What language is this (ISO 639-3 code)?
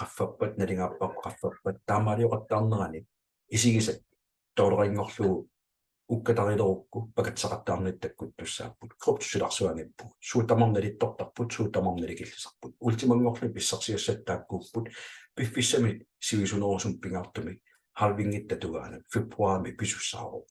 kal